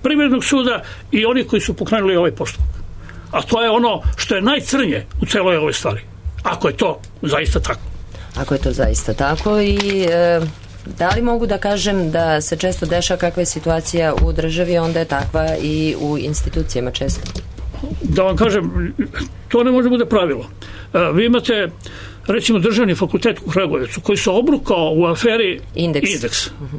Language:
Serbian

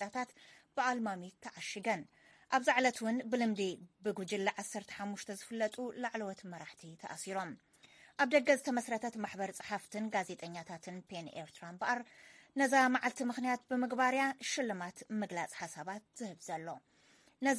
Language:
Tigrinya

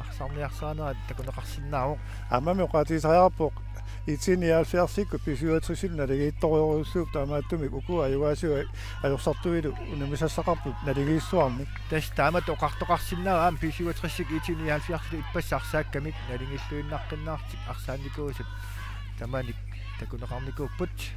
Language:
Kalaallisut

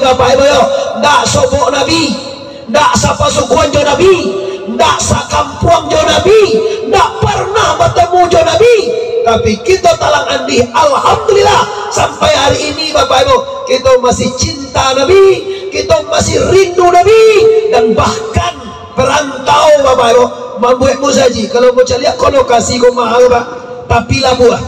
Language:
Minangkabau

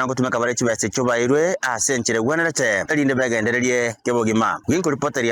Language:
Gusii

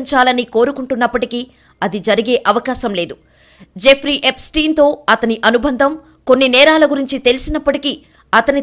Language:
Telugu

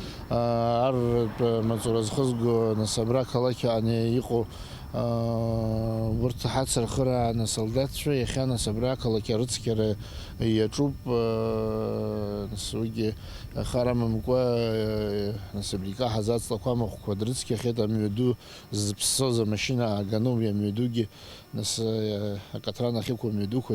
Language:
Abkhazian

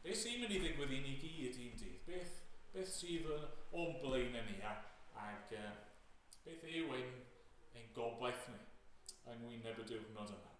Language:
Welsh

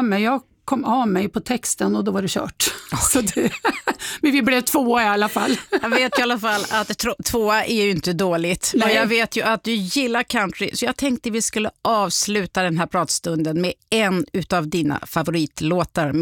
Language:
Swedish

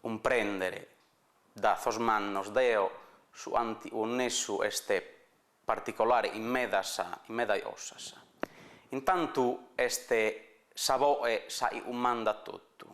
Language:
Sardinian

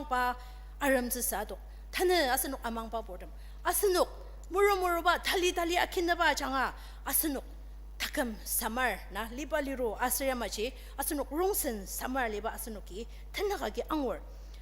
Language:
Ao Naga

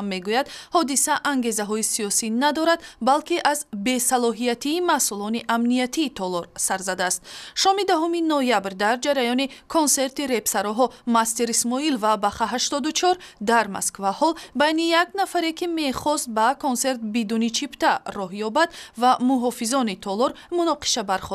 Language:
Tajik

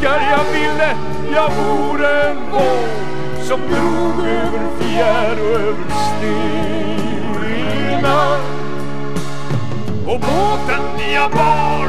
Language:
Swedish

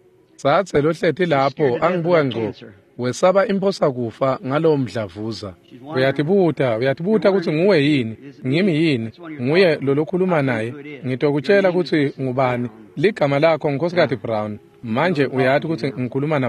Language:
Swati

